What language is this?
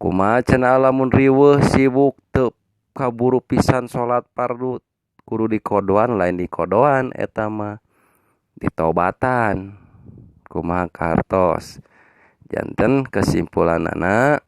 Sundanese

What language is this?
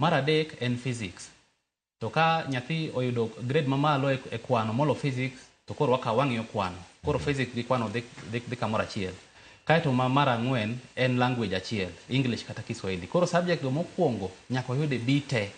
Luo (Kenya and Tanzania)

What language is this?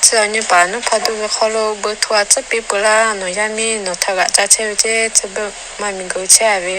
Lahu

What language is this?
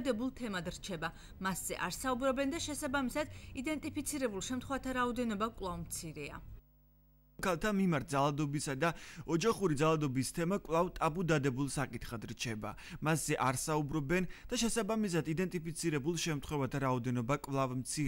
Georgian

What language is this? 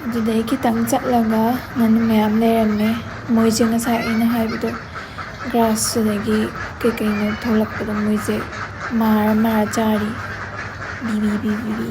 Manipuri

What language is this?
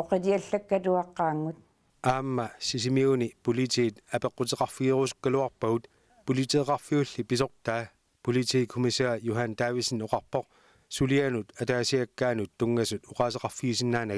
Kalaallisut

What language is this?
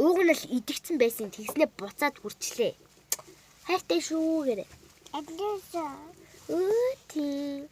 Mongolian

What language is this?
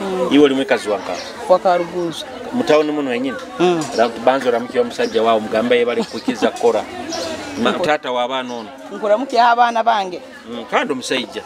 Nyoro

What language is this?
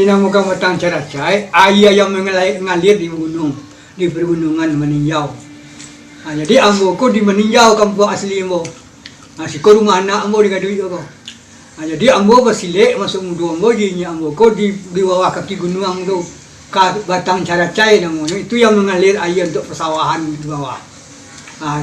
Minangkabau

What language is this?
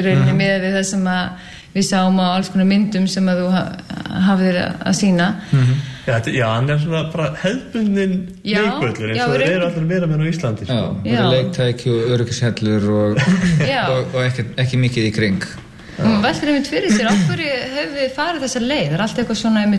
Icelandic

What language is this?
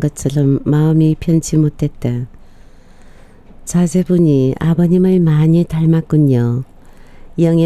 Korean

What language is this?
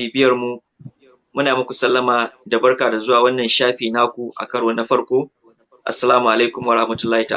Hausa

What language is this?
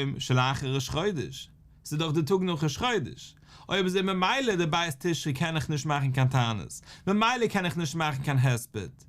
Yiddish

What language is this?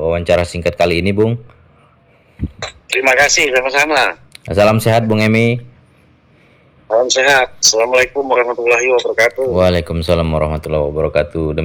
Indonesian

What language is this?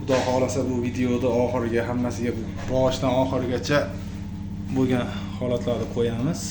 Uzbek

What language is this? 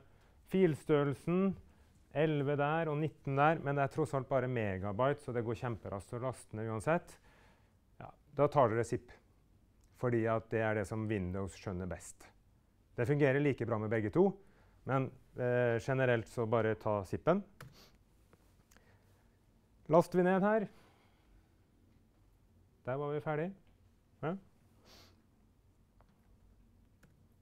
Norwegian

